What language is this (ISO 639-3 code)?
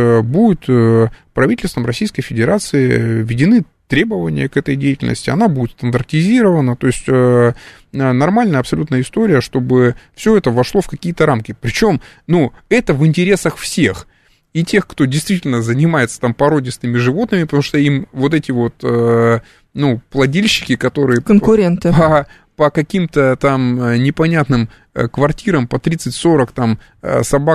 rus